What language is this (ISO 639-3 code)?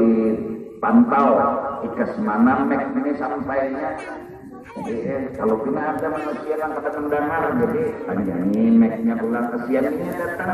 bjn